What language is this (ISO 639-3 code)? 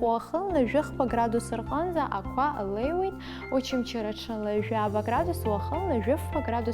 abk